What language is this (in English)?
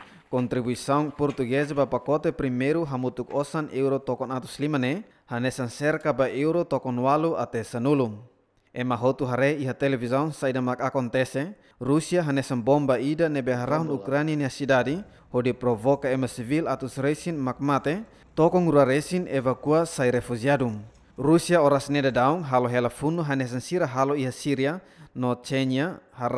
Tetum